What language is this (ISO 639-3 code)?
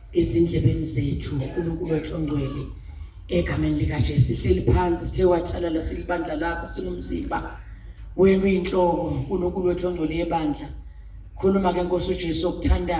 zul